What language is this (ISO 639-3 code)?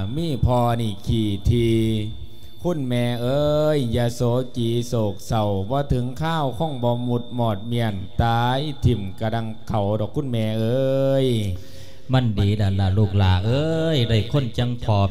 lao